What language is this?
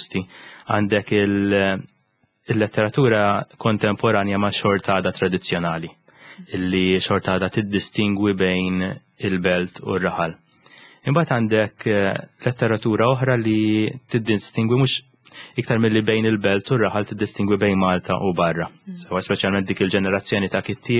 Maltese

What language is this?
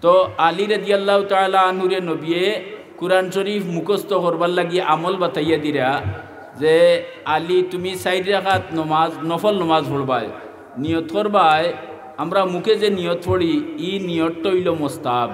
Sylheti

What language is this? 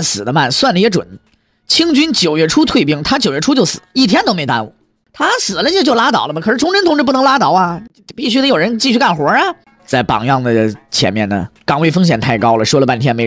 Chinese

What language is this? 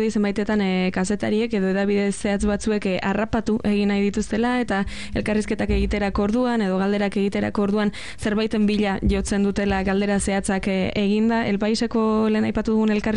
Basque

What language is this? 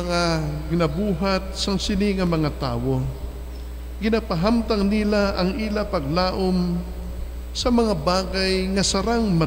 Hiligaynon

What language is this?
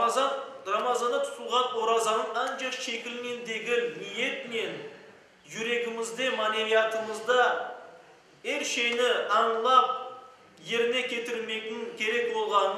Crimean Tatar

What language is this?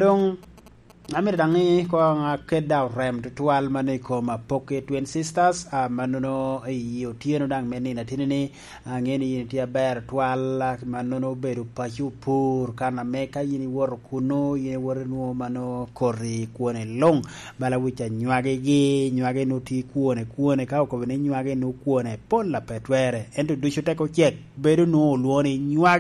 Lango (Uganda)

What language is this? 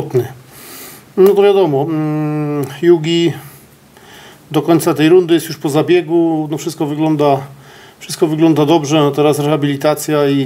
Polish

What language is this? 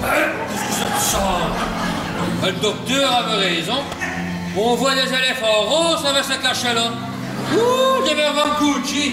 Walloon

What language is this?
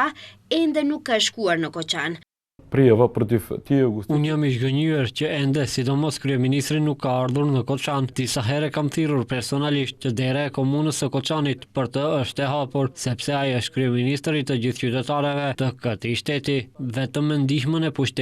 Albanian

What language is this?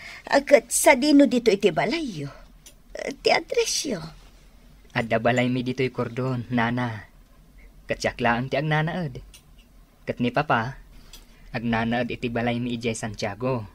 Iloko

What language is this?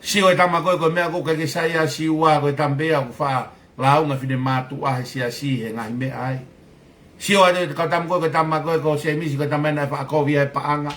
Tongan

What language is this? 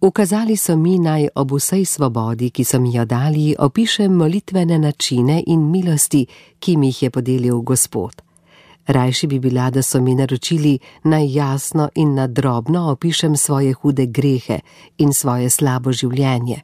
Slovenian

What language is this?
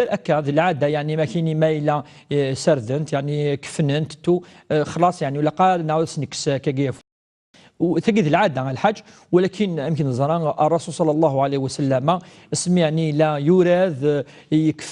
Kabyle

